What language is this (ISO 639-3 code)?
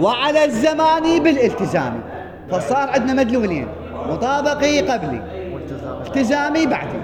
acm